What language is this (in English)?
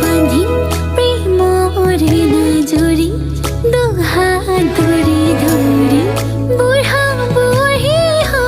Karbi